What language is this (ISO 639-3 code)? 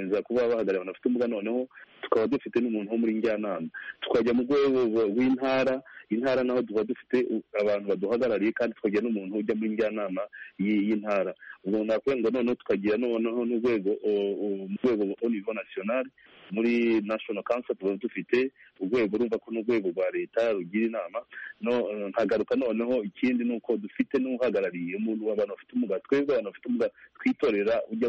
kin